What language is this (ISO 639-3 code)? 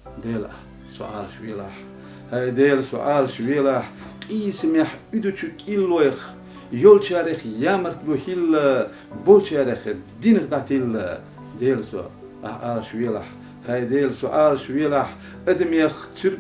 che